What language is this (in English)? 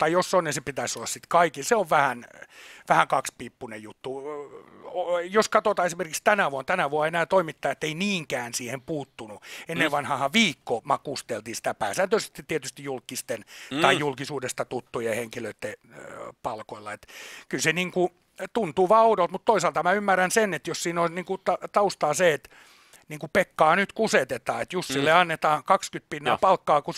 Finnish